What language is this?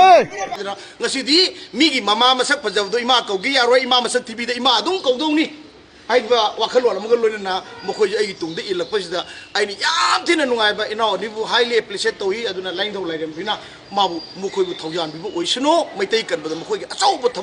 Manipuri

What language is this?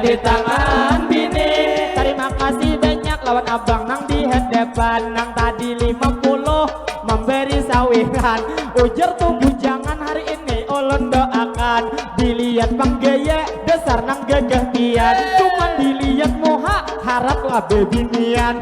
Banjar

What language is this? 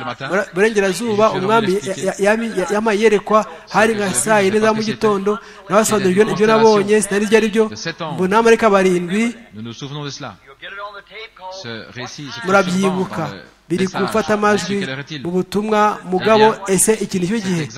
Kinyarwanda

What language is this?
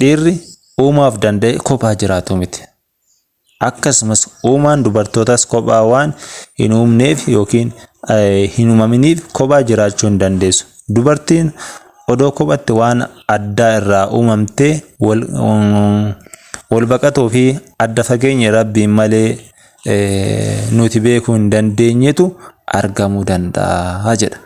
Oromo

